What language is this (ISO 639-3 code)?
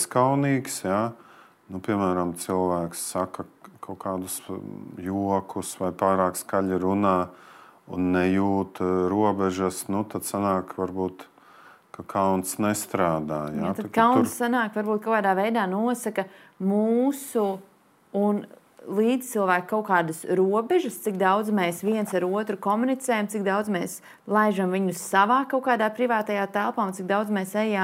lav